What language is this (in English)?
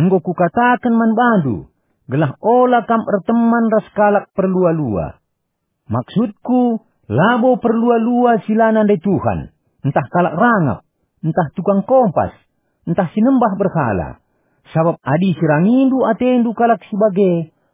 Batak Karo